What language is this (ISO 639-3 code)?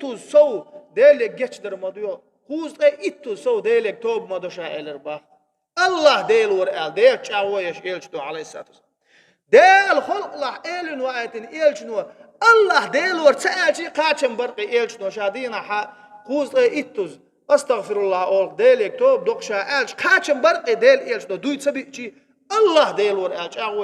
che